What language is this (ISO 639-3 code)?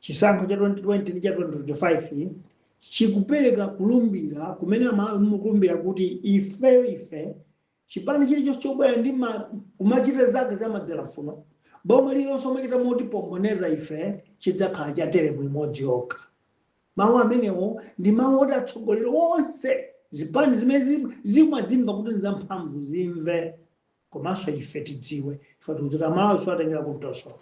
nya